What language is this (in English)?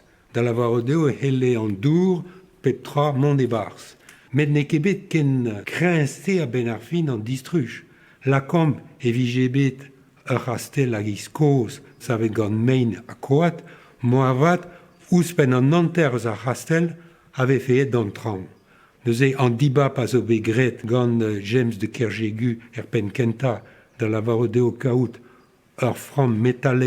Breton